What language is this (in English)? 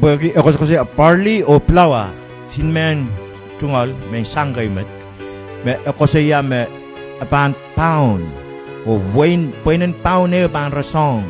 Pohnpeian